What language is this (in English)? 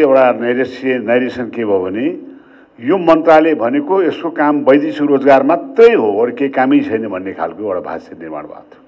Nepali